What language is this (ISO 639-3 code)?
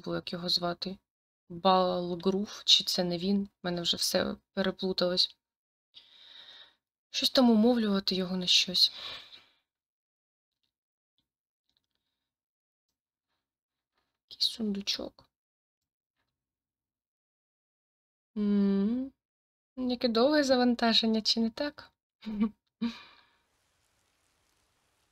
ukr